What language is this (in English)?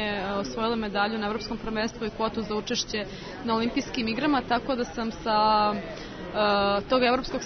Serbian